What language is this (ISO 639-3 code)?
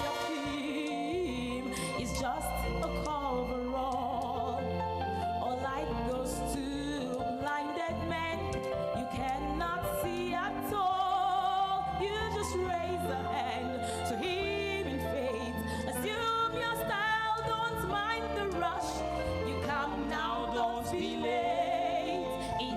ewe